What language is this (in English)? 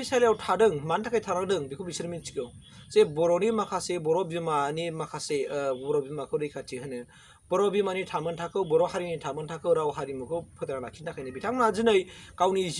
Bodo